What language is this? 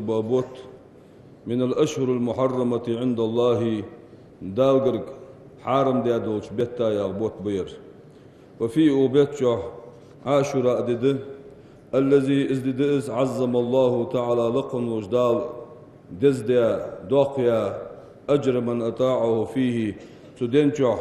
Ingush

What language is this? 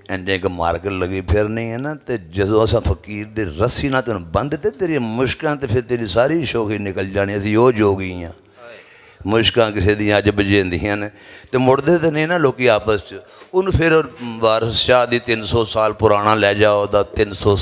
Western Panjabi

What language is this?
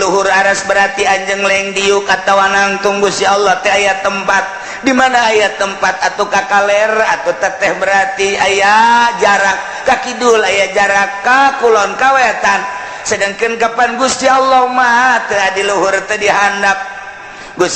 Sundanese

